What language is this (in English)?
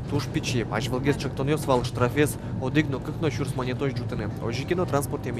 Udmurt